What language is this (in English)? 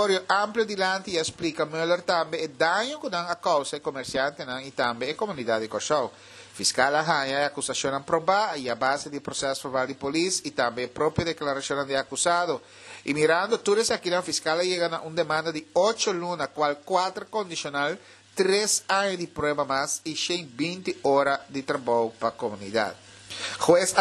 Papiamento